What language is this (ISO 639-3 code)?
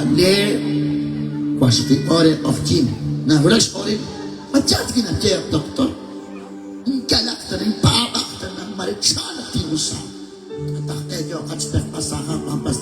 kek